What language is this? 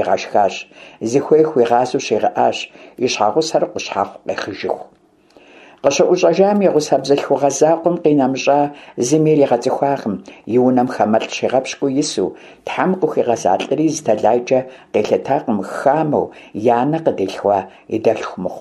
Kabardian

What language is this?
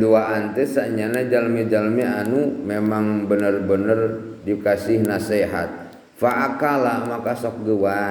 Sundanese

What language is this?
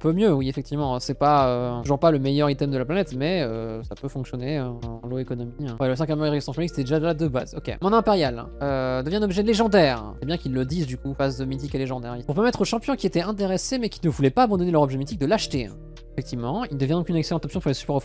French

